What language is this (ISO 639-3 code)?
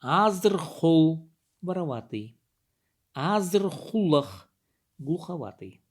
kjh